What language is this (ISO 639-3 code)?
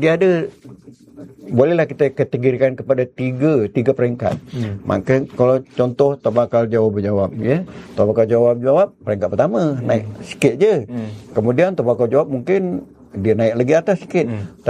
msa